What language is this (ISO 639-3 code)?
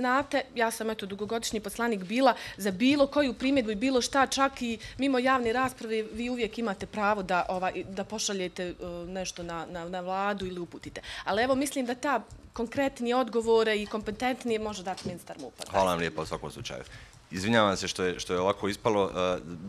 bos